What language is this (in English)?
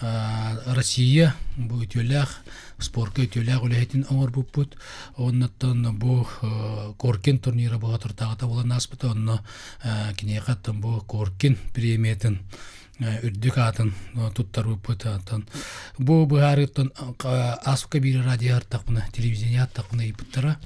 Yakut